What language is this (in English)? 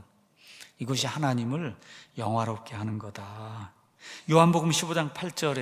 Korean